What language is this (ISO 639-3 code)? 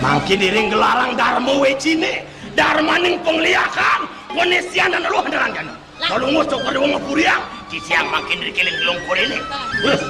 ban